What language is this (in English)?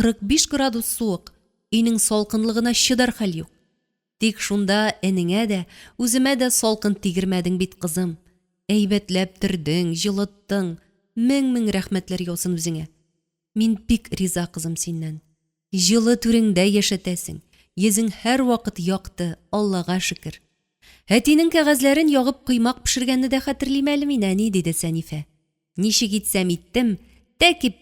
Tatar